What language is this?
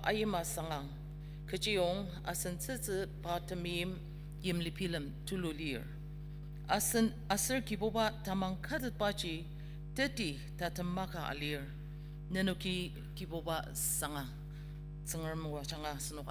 Ao Naga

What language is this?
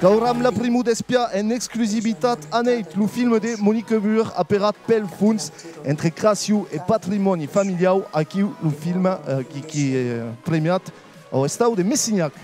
Occitan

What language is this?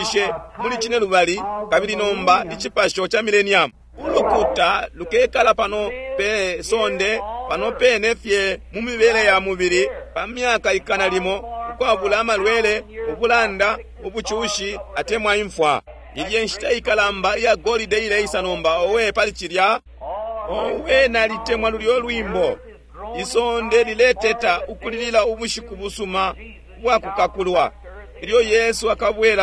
Bemba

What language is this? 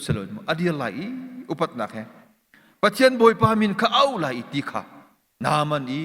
Hakha Chin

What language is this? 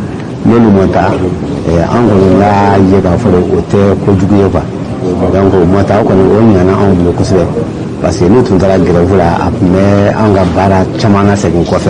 Bambara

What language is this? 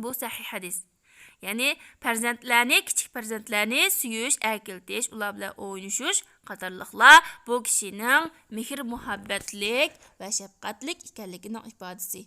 Uyghur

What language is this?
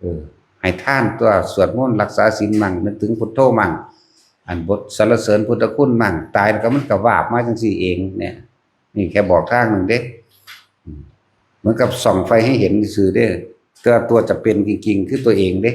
Northeastern Thai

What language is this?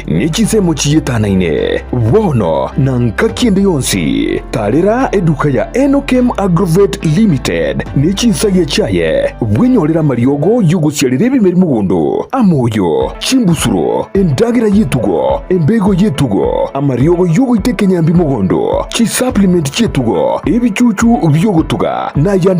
Gusii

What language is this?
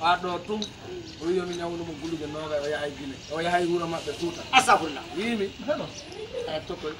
Fula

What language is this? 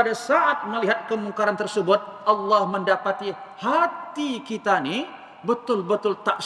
Malay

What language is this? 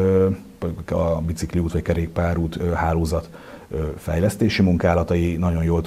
Hungarian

